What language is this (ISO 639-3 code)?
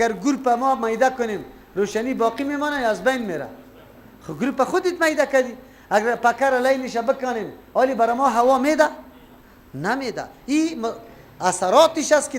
fas